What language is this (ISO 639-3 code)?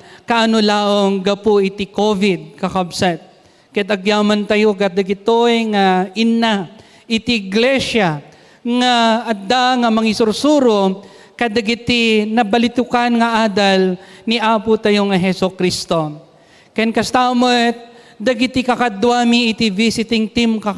ilo